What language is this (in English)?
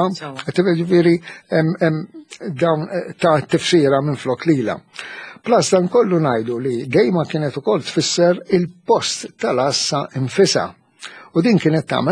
Maltese